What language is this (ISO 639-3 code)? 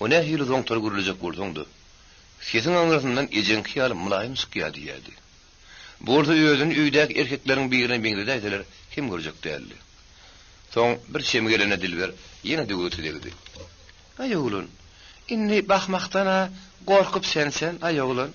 tuk